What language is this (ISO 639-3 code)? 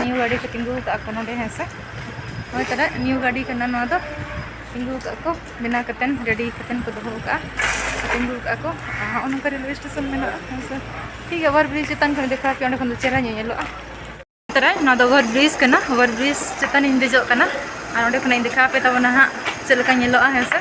sat